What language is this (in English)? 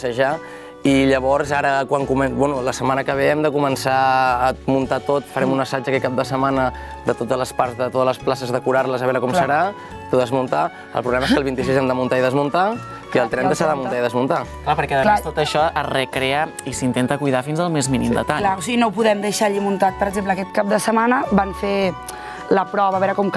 Catalan